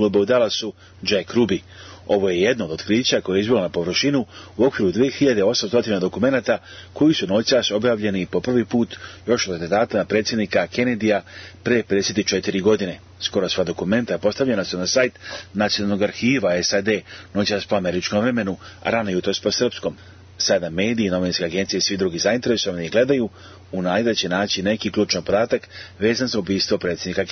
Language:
Serbian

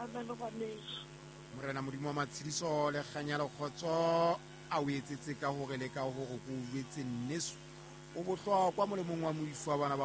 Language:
Southern Sotho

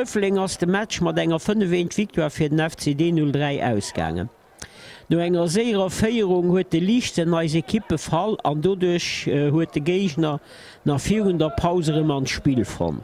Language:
Luxembourgish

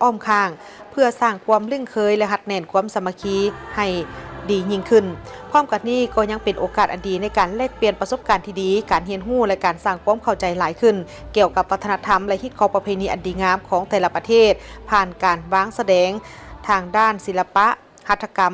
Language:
Lao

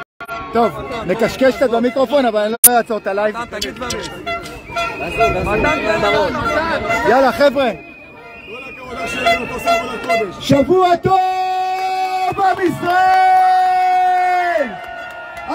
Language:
Hebrew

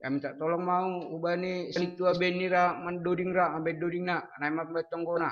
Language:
Batak Simalungun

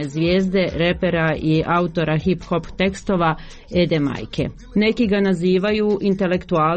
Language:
Croatian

